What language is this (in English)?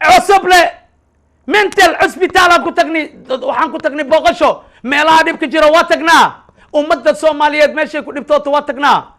Somali